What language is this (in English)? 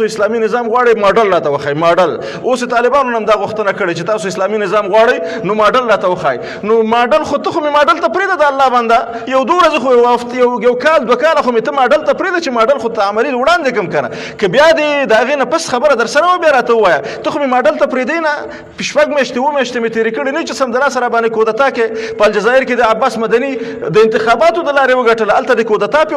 Pashto